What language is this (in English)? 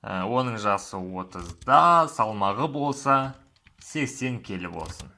Kazakh